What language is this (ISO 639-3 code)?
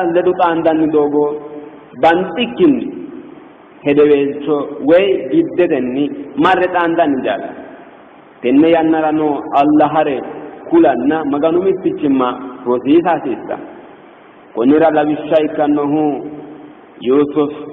sid